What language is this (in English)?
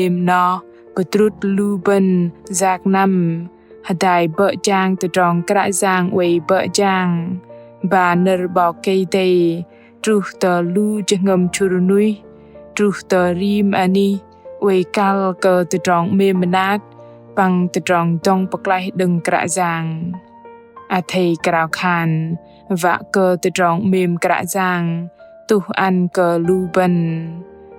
Bahnar